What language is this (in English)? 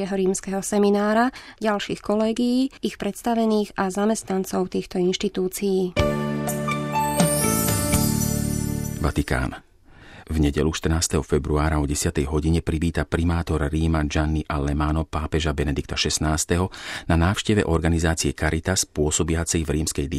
Slovak